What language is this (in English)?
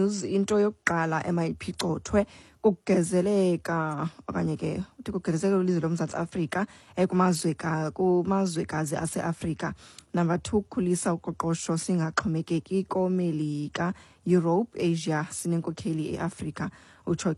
Xhosa